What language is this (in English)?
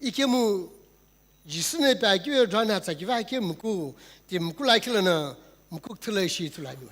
Sumi Naga